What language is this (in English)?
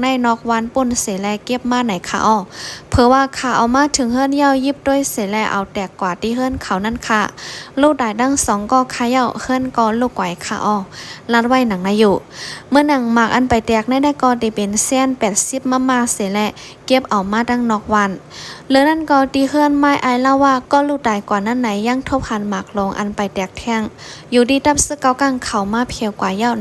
Shan